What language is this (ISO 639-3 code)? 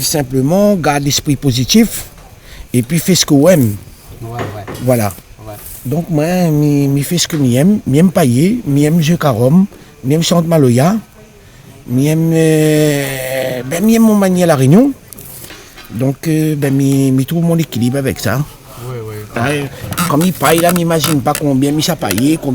rcf